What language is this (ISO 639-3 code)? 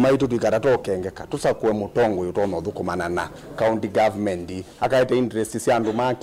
kam